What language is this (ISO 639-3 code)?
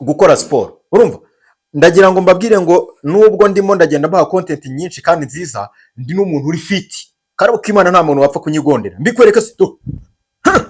kin